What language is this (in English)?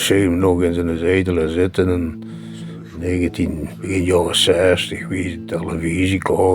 Limburgish